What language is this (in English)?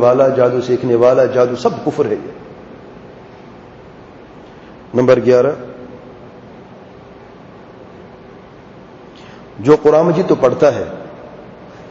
Urdu